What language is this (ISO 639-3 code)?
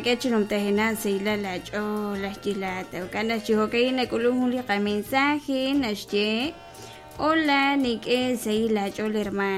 kek